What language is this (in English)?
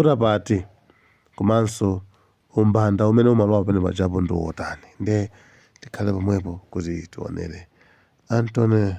Nyanja